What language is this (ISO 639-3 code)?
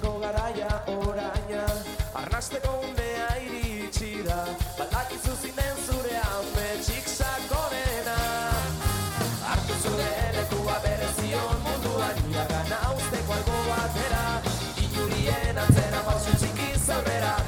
eus